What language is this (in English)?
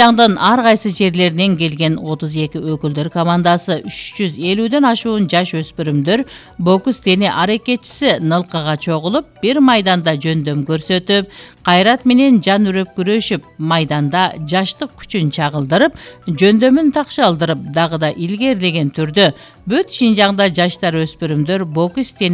Kyrgyz